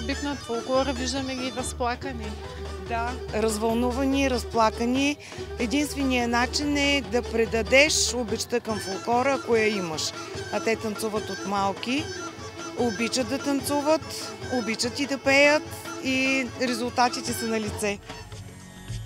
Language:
Bulgarian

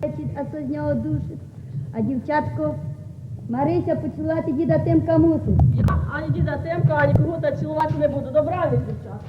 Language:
Rusyn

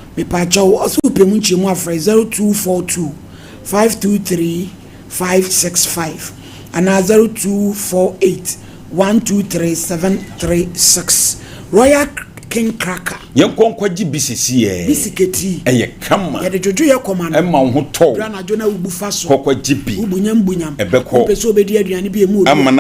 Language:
Akan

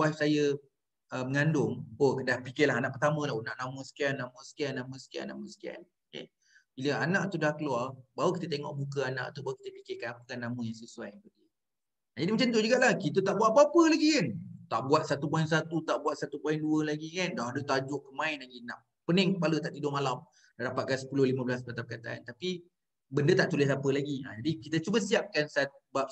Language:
Malay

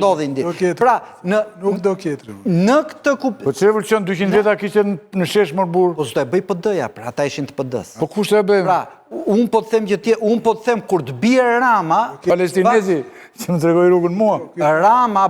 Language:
Albanian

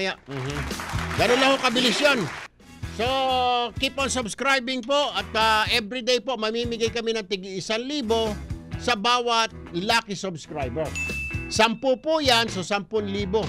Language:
Filipino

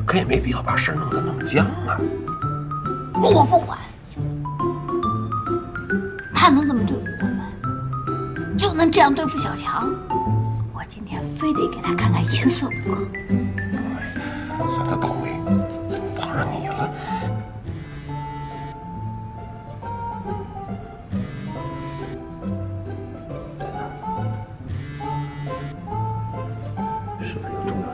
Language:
Chinese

